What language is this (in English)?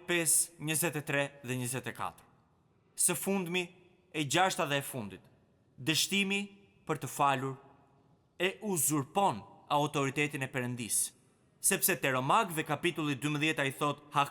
Albanian